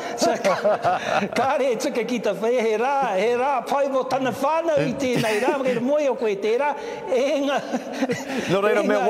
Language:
Māori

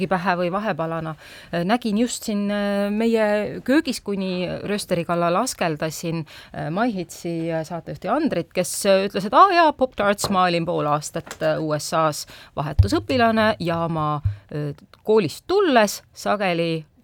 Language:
Estonian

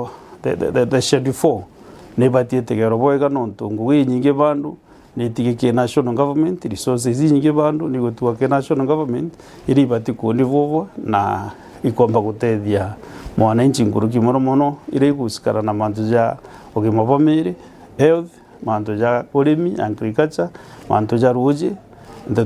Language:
Meru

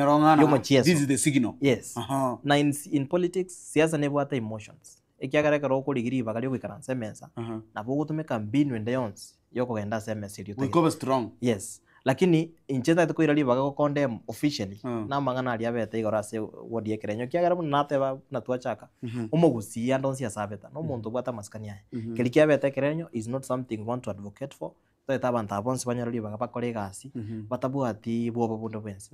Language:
Gusii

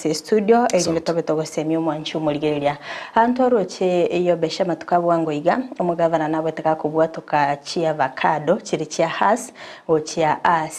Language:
Gusii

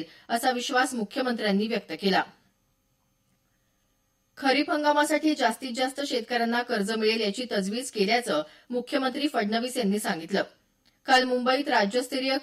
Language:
Marathi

